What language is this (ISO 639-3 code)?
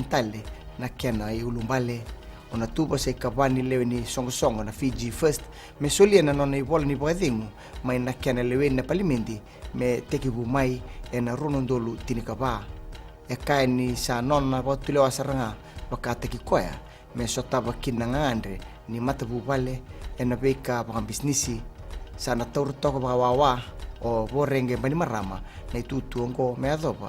fij